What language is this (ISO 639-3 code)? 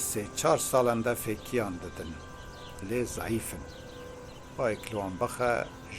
kur